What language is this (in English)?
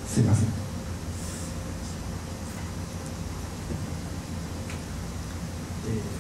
Japanese